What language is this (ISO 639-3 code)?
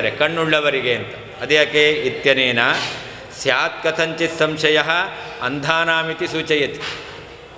kan